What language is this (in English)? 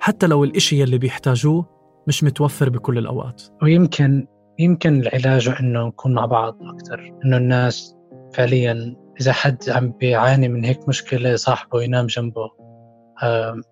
North Levantine Arabic